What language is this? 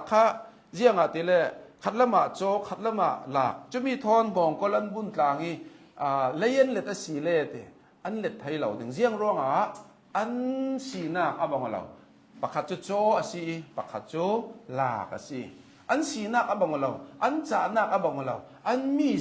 Hakha Chin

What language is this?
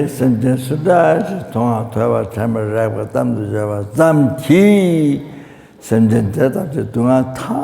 Tibetan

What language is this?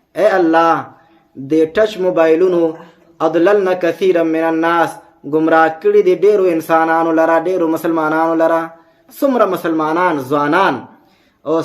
Pashto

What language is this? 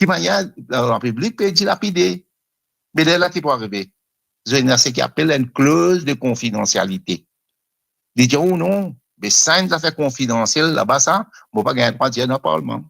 Morisyen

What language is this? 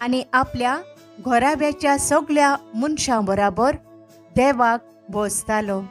Konkani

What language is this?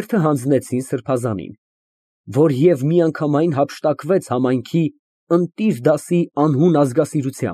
Armenian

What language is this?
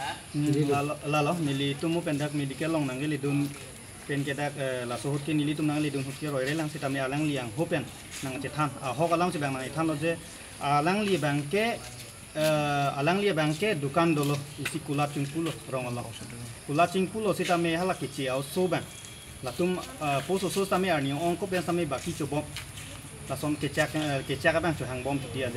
Karbi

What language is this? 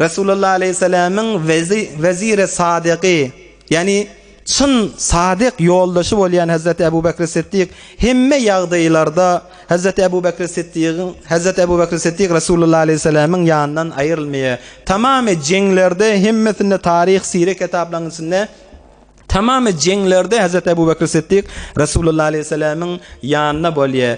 Turkmen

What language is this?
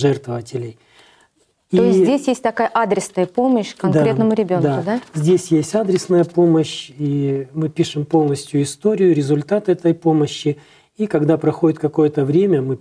Russian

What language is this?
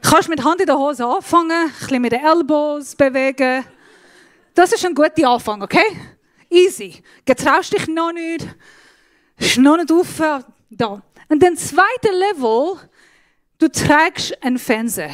Swiss German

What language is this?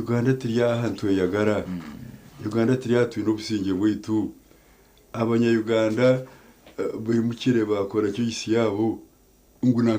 Nyankole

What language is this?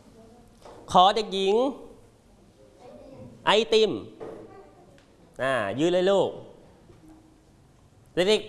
Thai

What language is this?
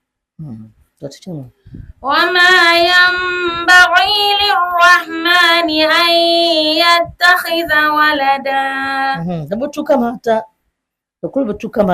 Dagbani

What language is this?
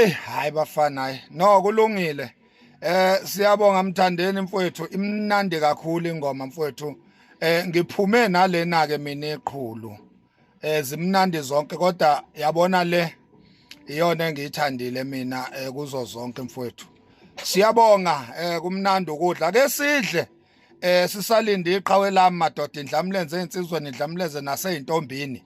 Zulu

